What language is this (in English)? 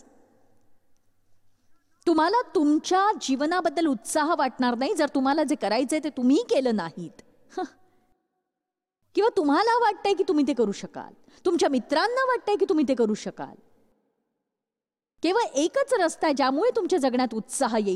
Marathi